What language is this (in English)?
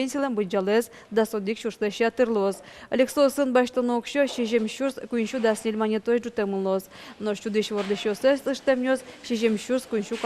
Udmurt